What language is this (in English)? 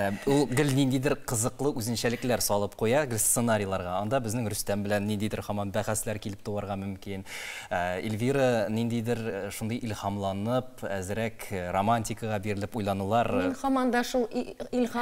Tatar